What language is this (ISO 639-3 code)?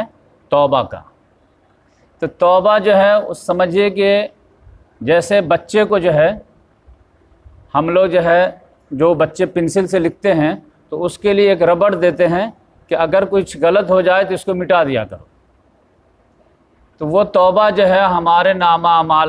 urd